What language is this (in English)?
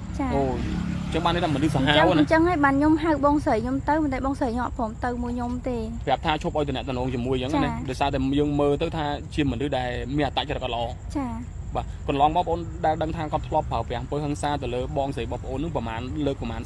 Khmer